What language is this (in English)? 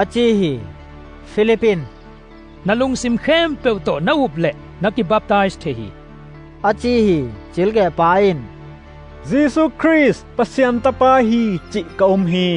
Tedim Chin